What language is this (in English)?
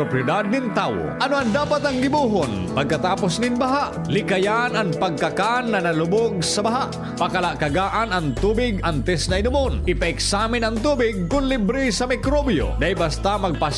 Bikol